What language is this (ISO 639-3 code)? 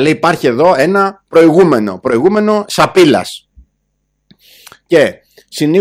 ell